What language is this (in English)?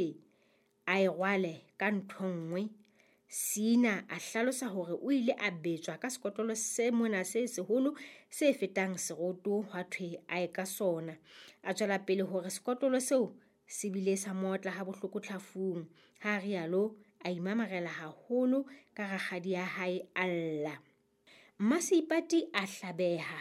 Southern Sotho